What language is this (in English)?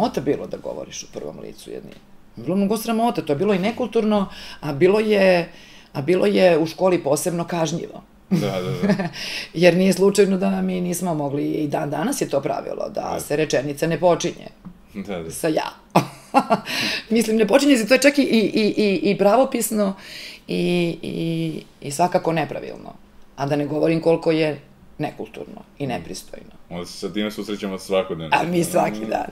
Serbian